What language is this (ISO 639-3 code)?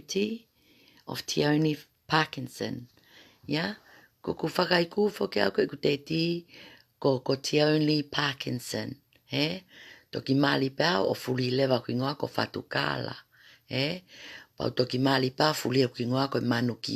ton